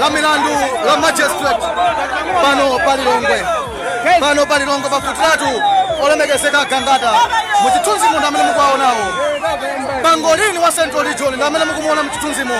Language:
Nyanja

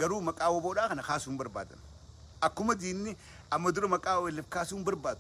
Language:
Oromo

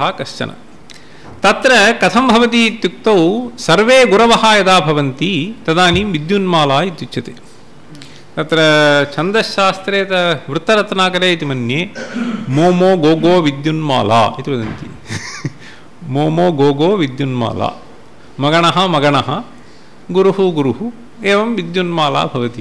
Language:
Sanskrit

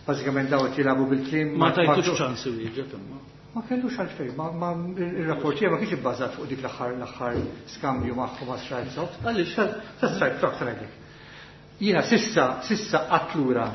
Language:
Maltese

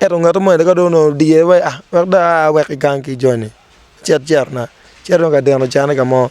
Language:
Acoli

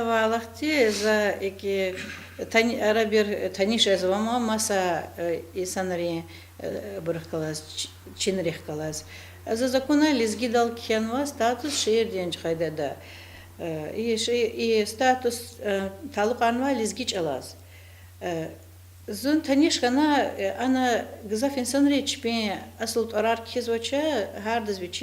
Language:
Lezghian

